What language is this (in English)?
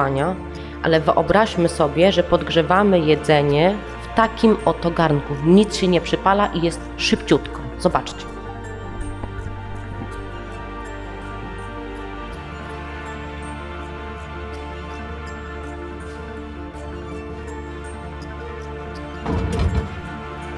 Polish